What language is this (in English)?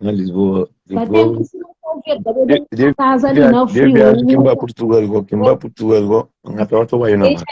Kabuverdianu